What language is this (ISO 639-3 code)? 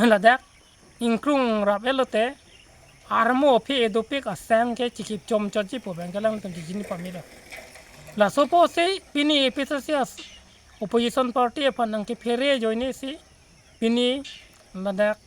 mjw